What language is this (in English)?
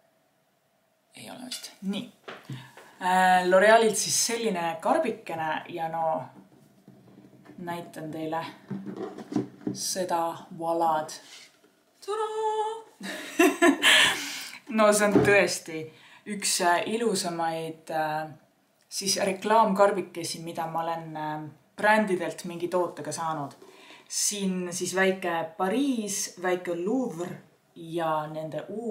Estonian